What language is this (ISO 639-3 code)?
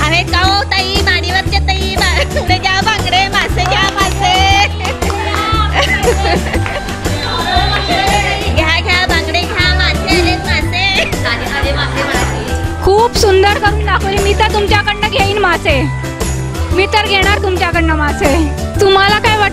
mar